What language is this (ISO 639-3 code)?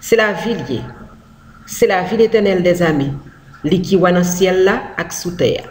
hat